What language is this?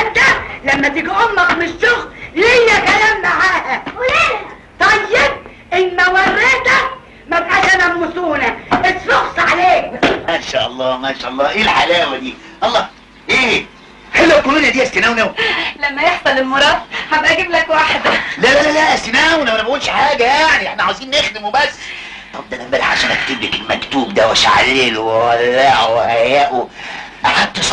Egyptian Arabic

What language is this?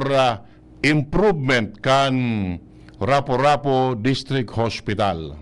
Bikol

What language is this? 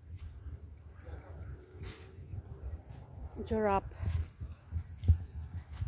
Filipino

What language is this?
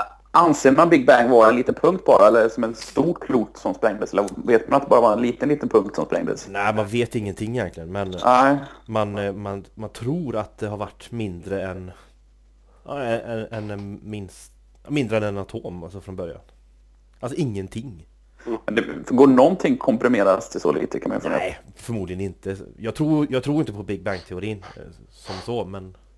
Swedish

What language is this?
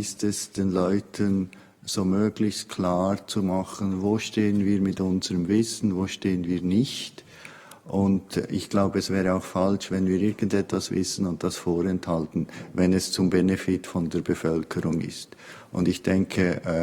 Swiss German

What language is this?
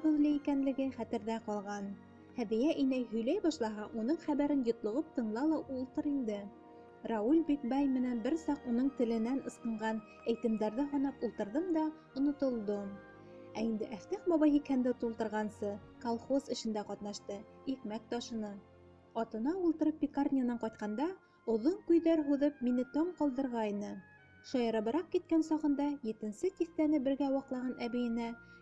Bashkir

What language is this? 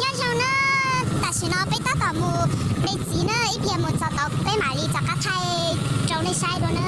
Hmong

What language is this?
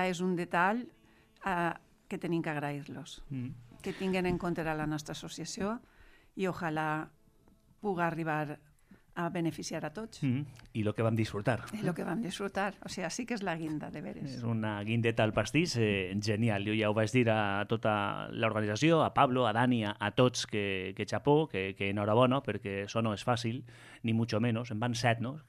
Catalan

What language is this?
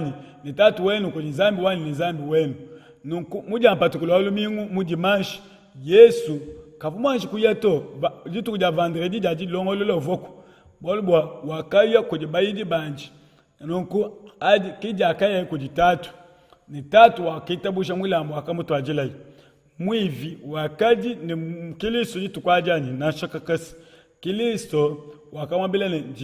Luba-Lulua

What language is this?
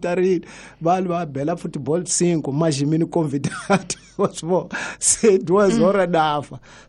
Tsonga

